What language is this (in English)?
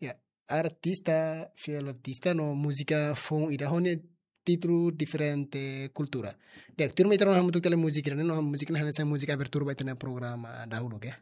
Tetum